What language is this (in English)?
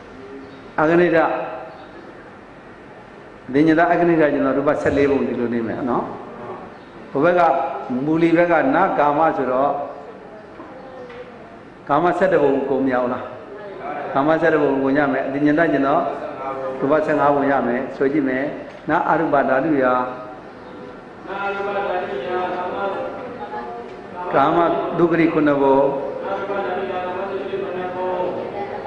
Burmese